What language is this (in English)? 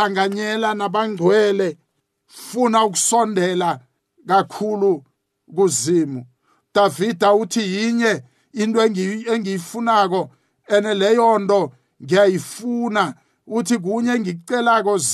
South Ndebele